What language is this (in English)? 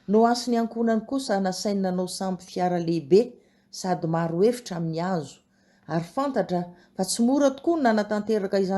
Malagasy